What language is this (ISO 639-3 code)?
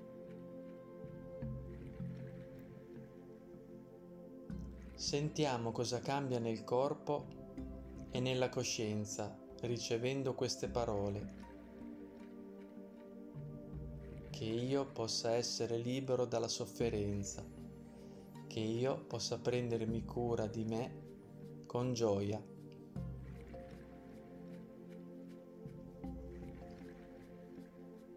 ita